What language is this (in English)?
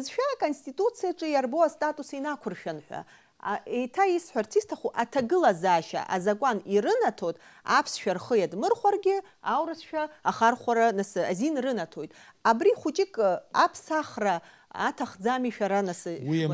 Abkhazian